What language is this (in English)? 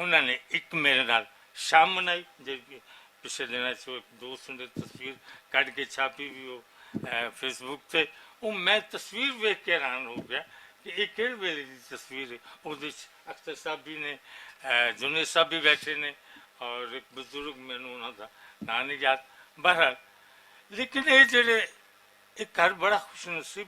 Western Panjabi